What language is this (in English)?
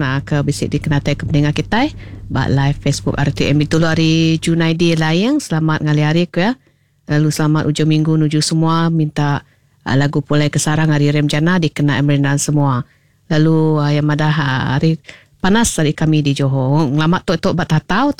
Iban